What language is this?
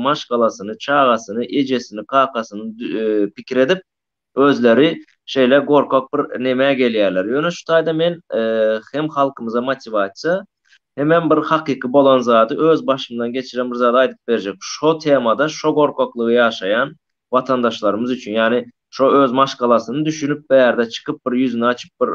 Turkmen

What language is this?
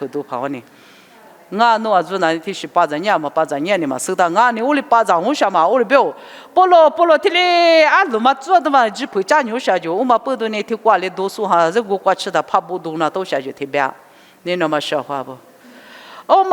Lisu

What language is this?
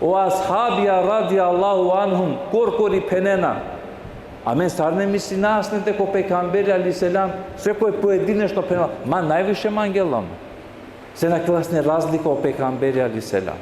Balkan Romani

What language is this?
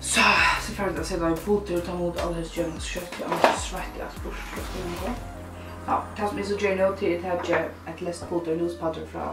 Faroese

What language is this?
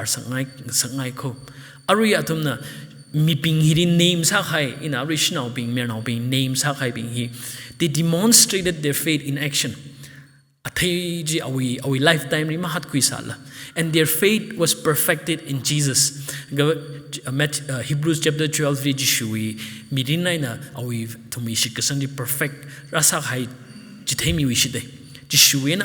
Tangkhul Naga (India)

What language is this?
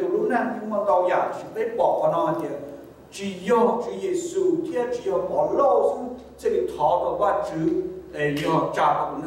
Hmong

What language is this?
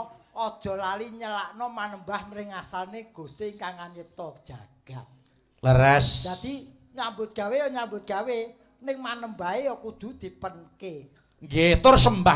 Javanese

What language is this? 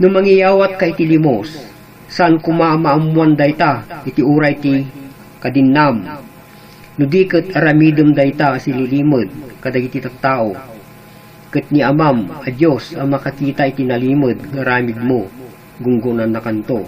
Iloko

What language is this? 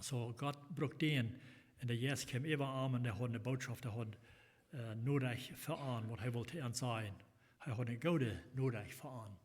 Plautdietsch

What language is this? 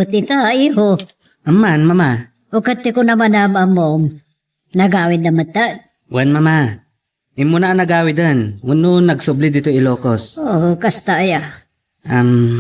Iloko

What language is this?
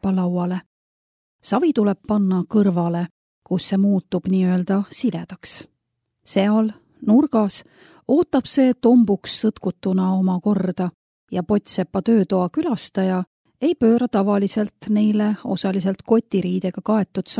Estonian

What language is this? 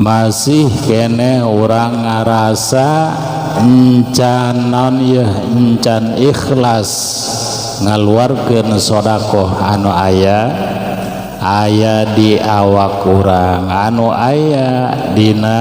Sundanese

